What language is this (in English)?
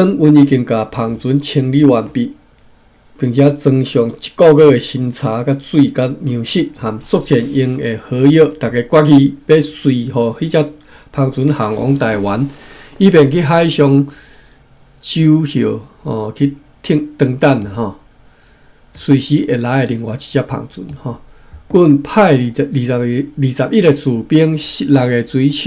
Min Nan Chinese